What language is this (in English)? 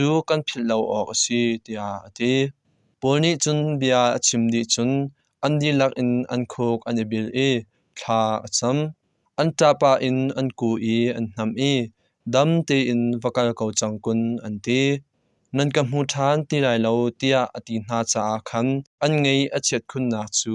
Hakha Chin